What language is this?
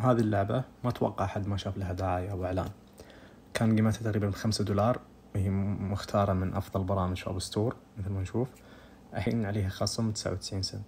Najdi Arabic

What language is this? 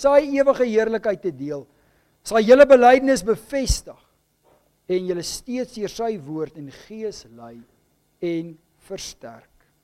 Afrikaans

